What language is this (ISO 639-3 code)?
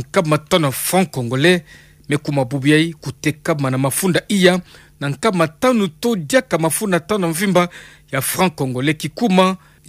ktu